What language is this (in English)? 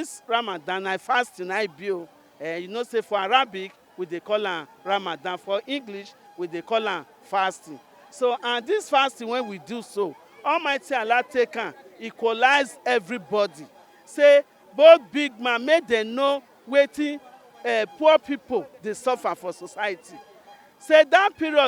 Nigerian Pidgin